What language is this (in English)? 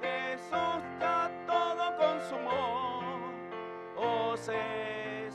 Aymara